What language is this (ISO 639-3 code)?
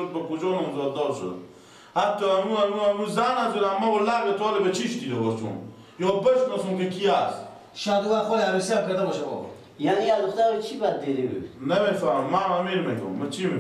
fas